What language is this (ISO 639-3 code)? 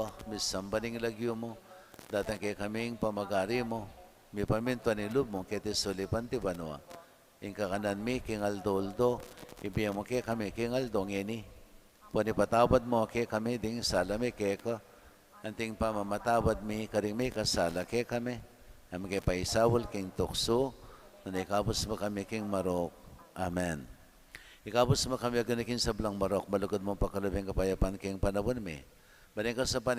pam